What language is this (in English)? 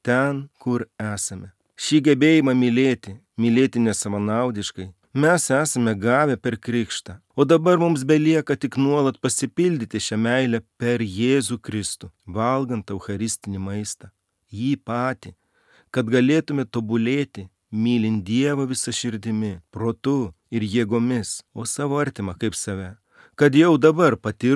Lithuanian